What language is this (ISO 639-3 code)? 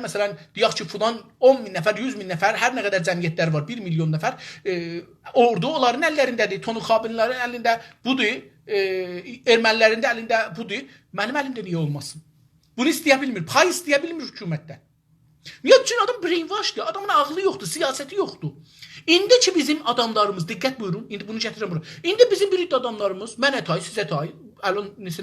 azb